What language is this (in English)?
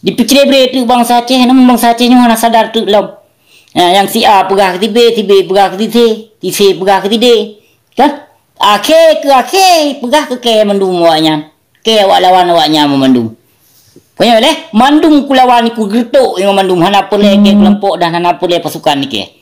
Achinese